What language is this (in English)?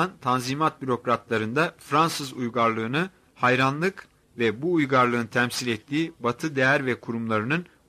Turkish